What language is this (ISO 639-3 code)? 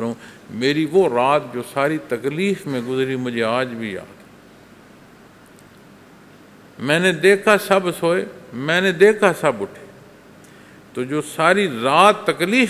urd